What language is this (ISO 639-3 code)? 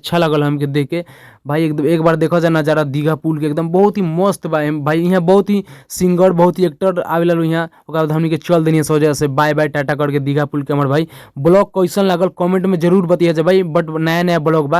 bho